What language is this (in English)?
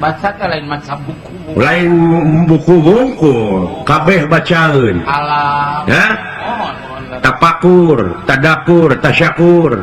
Sundanese